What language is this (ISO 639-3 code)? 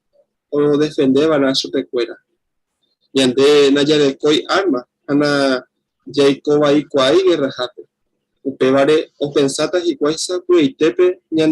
grn